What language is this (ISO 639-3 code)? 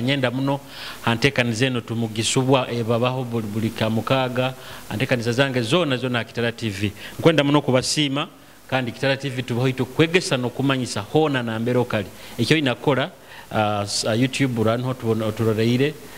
nyo